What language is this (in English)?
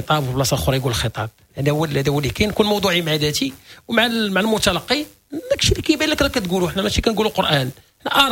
Moroccan Arabic